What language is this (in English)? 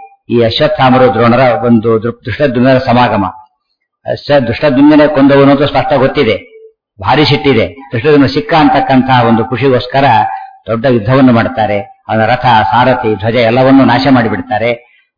Kannada